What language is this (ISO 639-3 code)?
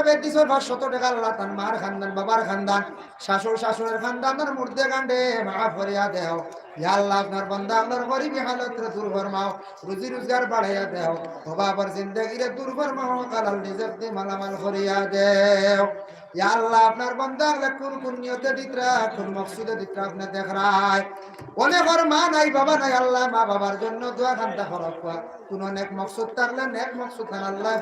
syl